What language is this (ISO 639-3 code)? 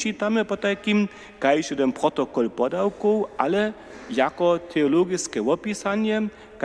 hsb